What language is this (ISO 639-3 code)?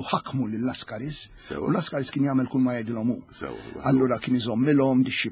mlt